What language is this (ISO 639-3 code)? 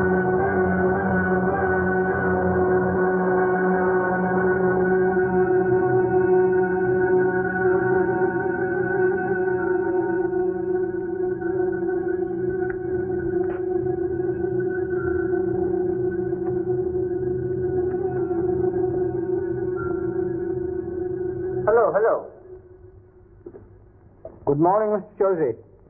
ben